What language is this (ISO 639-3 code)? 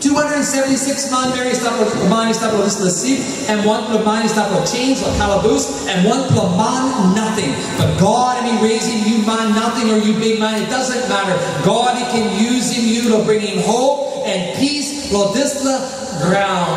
tpi